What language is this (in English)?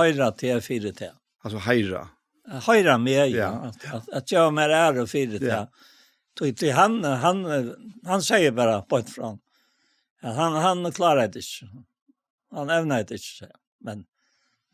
Faroese